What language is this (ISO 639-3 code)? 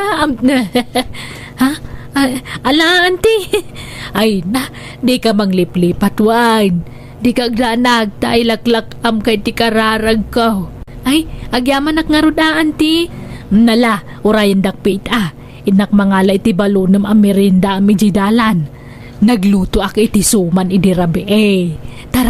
ilo